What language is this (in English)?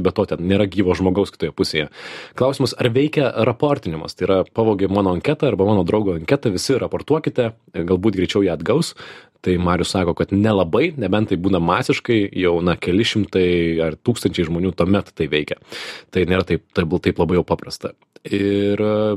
Lithuanian